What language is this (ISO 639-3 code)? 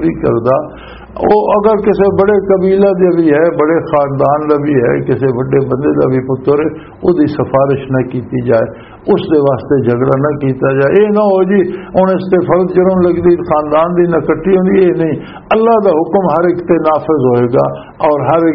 lah